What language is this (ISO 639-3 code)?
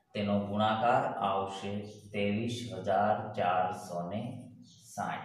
guj